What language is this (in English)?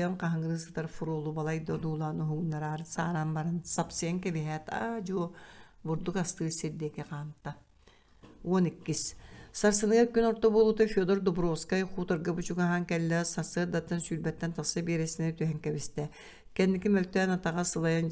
Yakut